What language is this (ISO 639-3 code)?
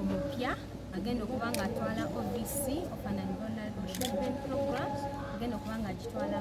lug